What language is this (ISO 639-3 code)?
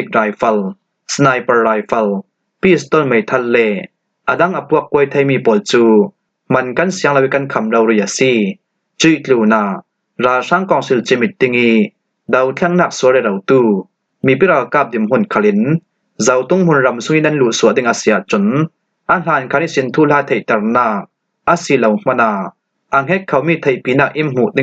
cfm